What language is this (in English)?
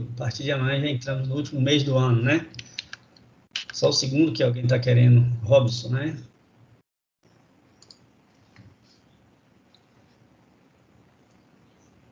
Portuguese